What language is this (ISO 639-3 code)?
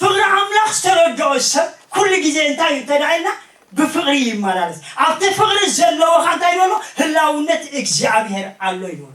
tir